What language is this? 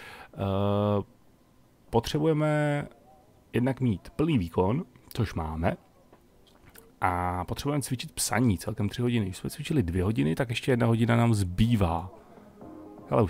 Czech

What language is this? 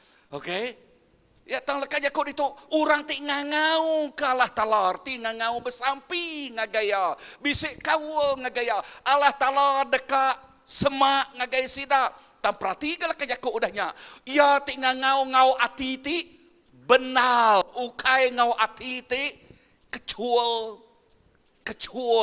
Iban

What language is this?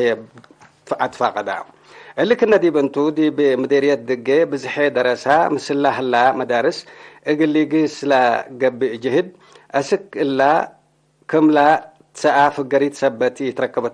Tigre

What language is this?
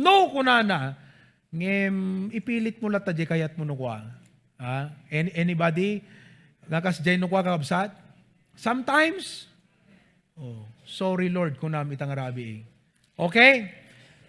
Iloko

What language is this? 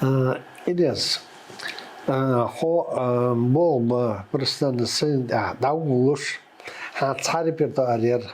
Chechen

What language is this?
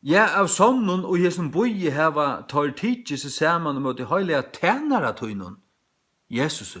Faroese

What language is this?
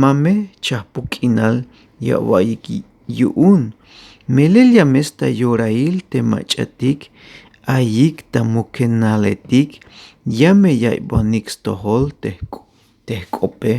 Tzeltal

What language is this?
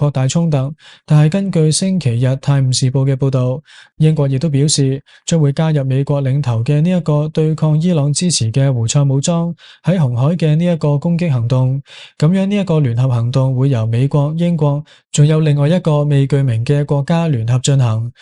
Cantonese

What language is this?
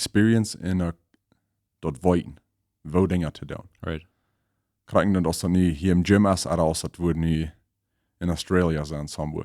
Plautdietsch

